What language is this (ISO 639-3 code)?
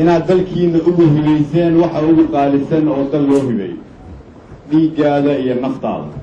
som